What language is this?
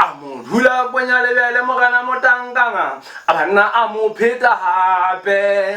Southern Sotho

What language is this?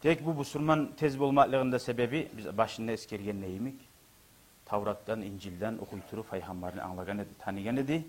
Kumyk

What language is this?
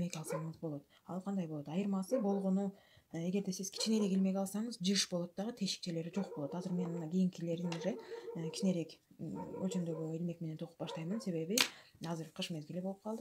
Kyrgyz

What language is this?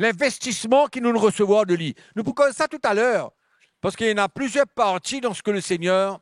Morisyen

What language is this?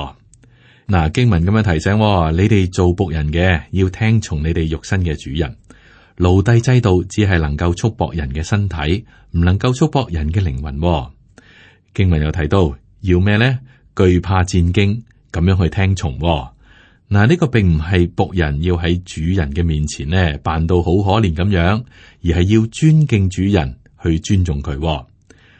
Cantonese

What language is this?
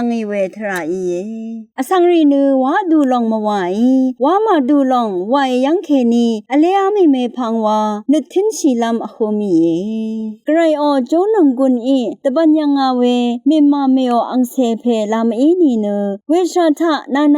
Rawang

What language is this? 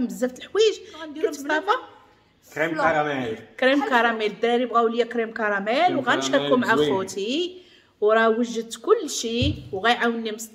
Moroccan Arabic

